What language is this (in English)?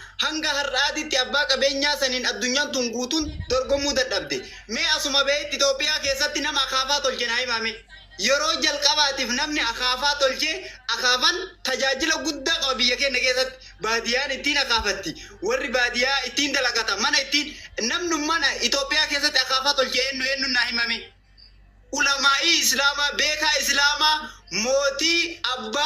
Oromo